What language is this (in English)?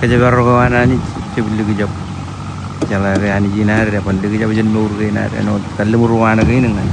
Marshallese